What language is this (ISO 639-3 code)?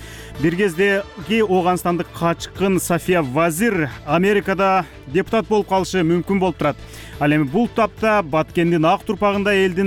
kir